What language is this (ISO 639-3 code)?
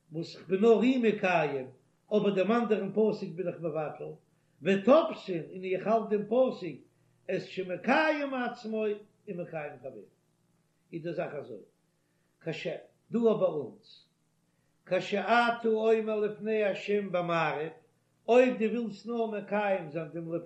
yid